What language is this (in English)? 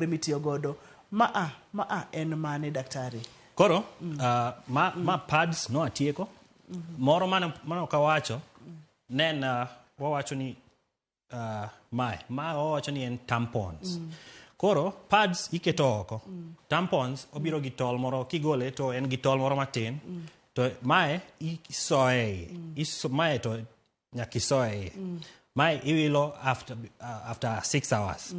Luo (Kenya and Tanzania)